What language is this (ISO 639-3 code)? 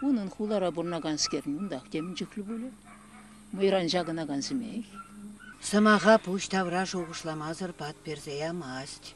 chv